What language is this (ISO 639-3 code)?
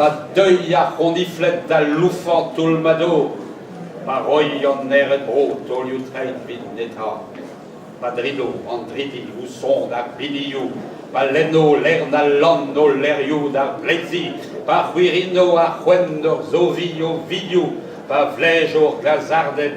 bre